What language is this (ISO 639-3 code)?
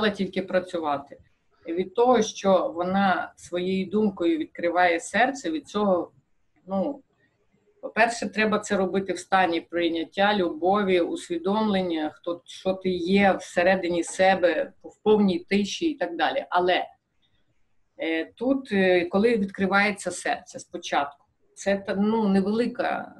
ukr